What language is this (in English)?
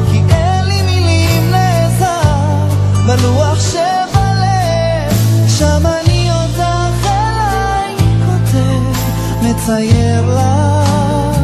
Hebrew